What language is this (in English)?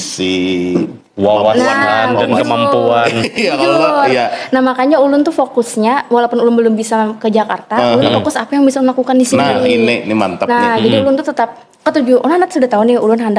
Banjar